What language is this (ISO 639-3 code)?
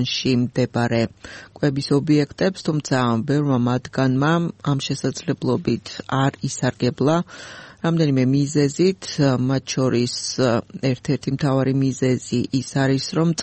kat